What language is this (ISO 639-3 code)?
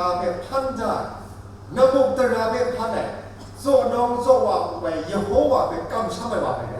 kac